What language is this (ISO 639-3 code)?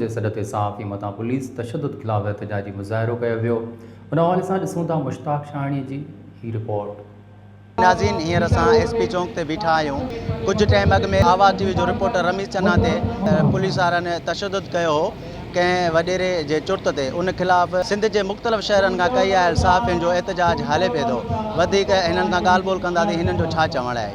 snd